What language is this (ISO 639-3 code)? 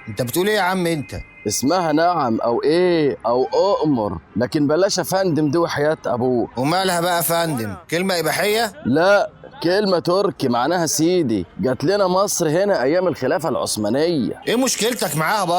arz